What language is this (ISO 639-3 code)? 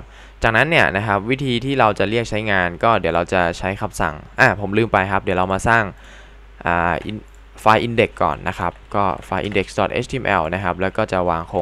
tha